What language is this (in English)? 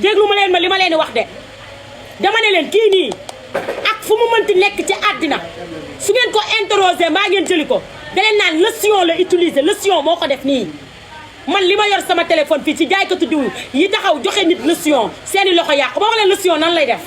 Wolof